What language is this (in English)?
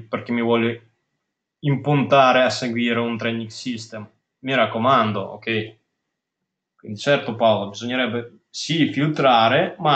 Italian